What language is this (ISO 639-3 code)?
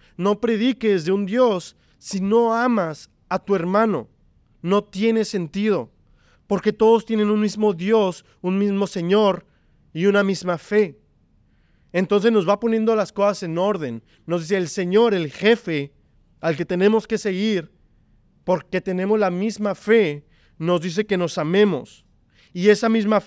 spa